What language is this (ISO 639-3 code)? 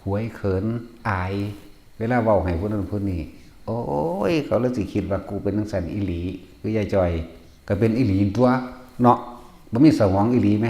tts